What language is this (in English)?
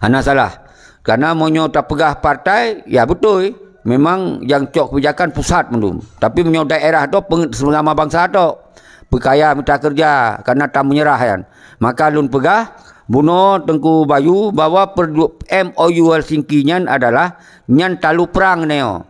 Achinese